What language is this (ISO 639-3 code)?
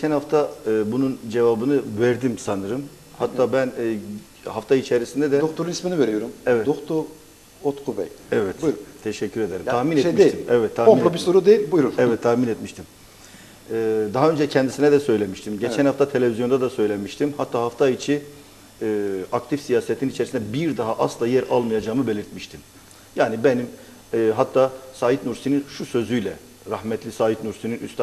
tur